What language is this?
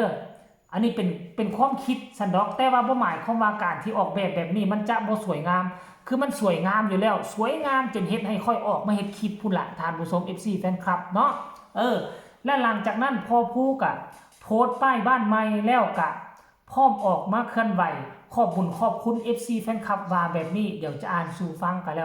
Northeastern Thai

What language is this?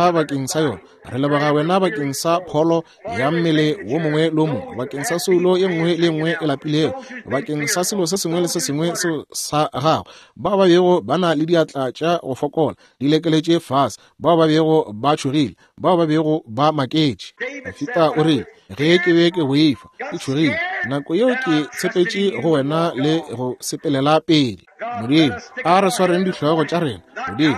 Northern Sotho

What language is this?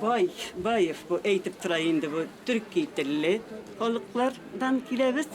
Bashkir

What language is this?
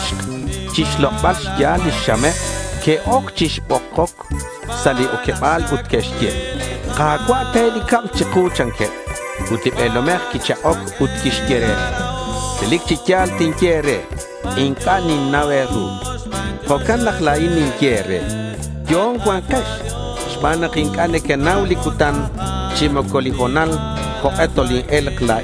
Kekchí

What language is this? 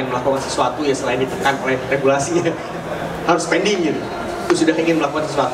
Indonesian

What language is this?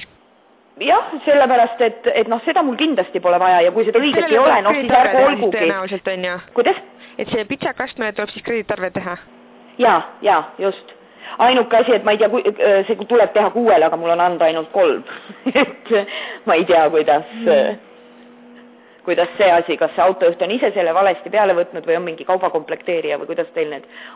Estonian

